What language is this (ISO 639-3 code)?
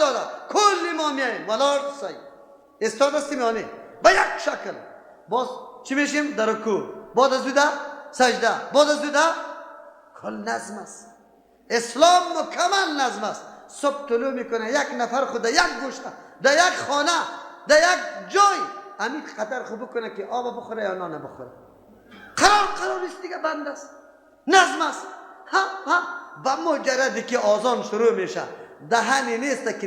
fas